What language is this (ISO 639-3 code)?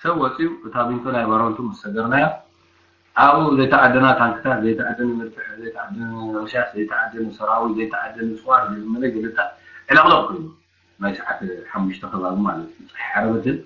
tir